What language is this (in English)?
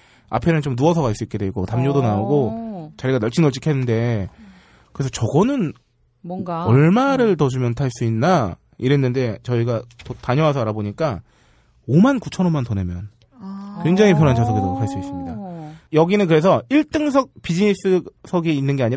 Korean